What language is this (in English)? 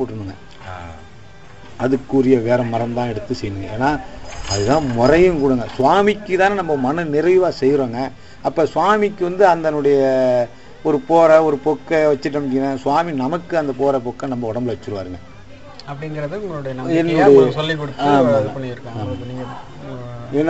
Tamil